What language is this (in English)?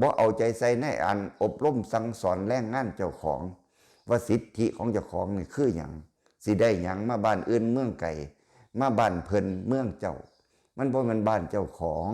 Lao